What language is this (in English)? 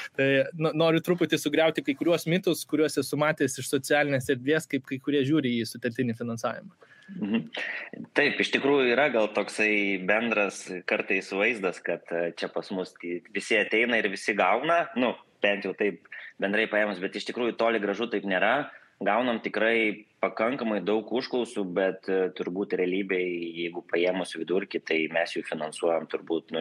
Lithuanian